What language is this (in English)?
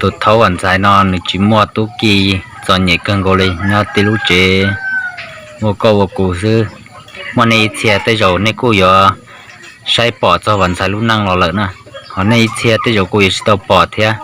Hmong